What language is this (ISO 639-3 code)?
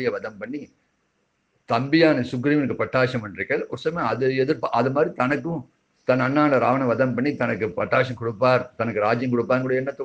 tam